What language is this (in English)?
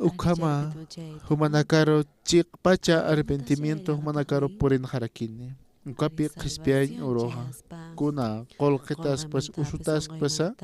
Aymara